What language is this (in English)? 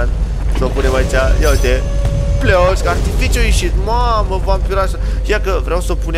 Romanian